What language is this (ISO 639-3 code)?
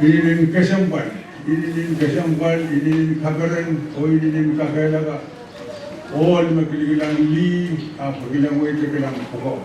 pon